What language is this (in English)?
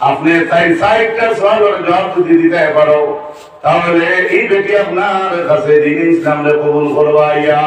Sylheti